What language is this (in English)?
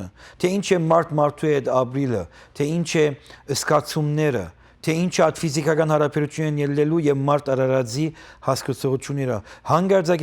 Western Armenian